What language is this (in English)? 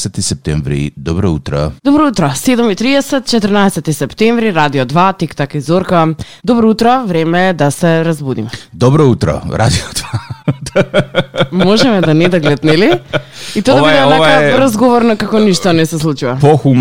Macedonian